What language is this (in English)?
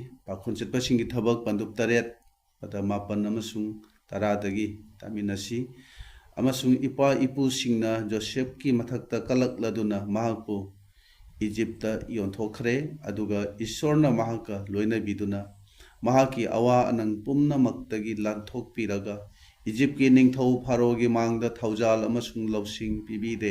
Manipuri